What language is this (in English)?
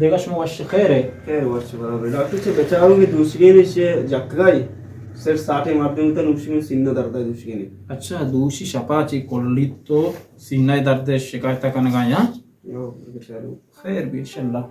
Baluchi